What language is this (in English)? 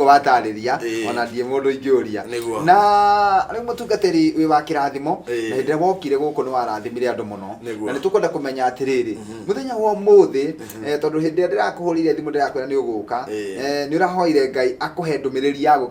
Kikuyu